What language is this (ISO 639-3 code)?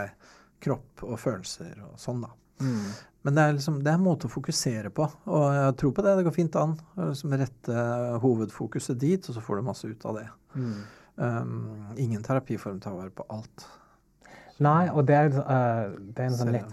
nor